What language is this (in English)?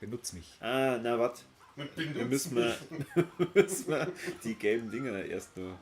Bavarian